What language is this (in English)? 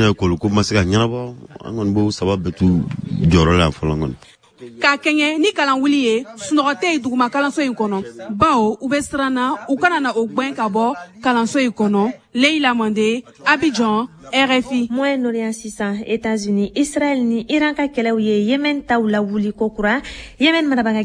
Bambara